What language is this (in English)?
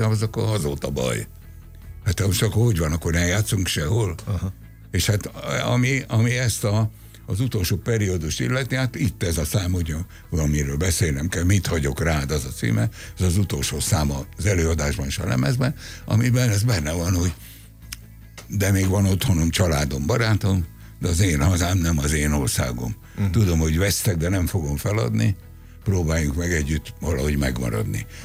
Hungarian